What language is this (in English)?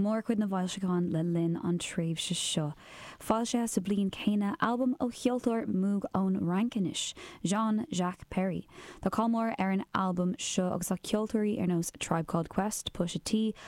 Irish